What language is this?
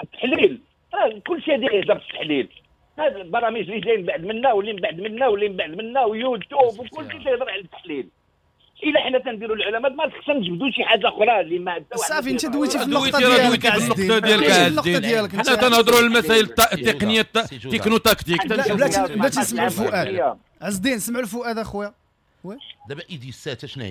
Moroccan Arabic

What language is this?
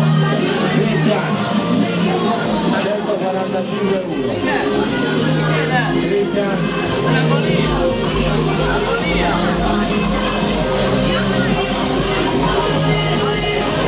Italian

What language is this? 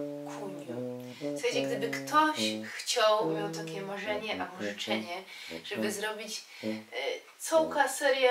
Silesian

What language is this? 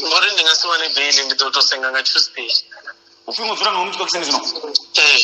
Venda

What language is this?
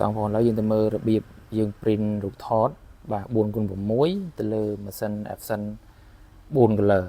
Khmer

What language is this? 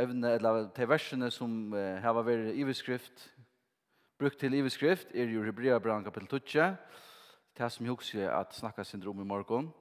Faroese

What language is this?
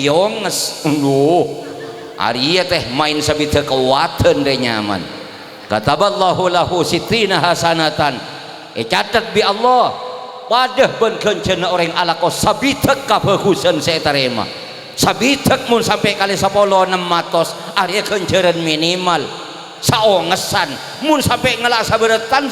Madurese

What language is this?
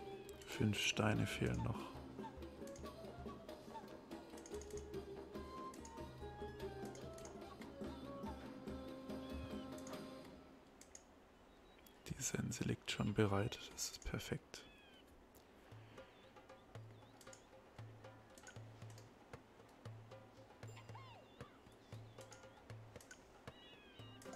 German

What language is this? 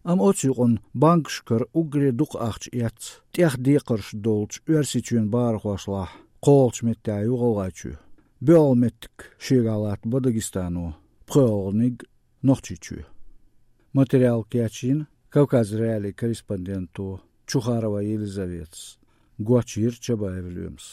Chechen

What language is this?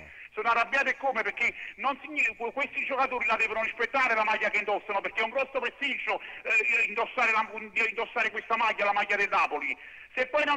Italian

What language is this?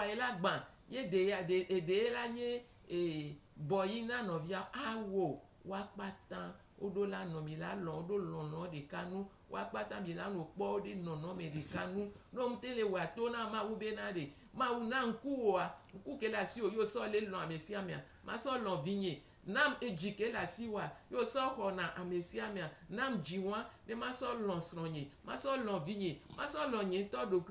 Gen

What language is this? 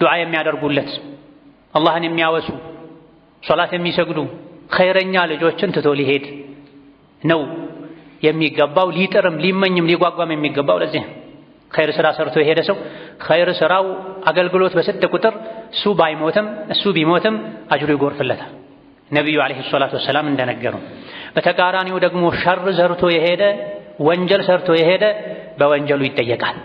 Amharic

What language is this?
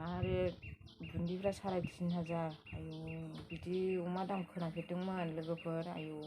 Bodo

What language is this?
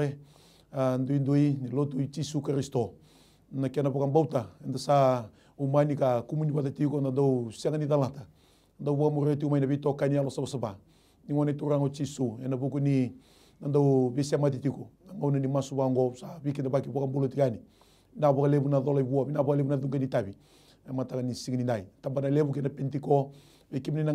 Fijian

